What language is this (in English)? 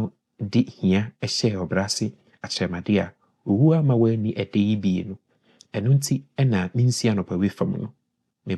Akan